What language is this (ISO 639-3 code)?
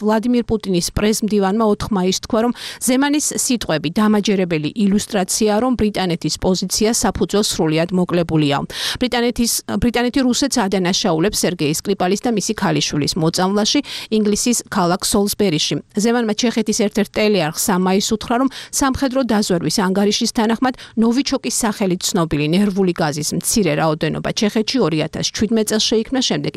kat